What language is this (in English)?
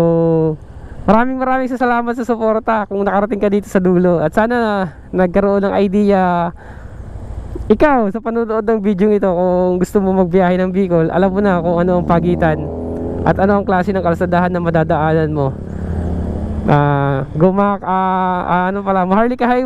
Filipino